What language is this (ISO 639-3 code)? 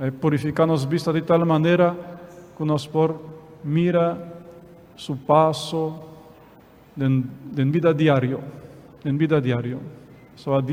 pap